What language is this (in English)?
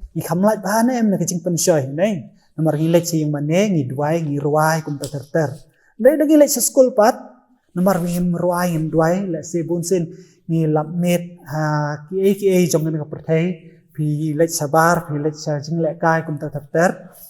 Khasi